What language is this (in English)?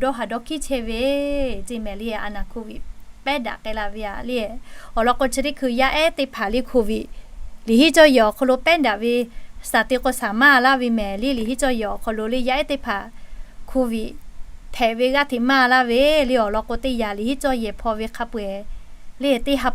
Lahu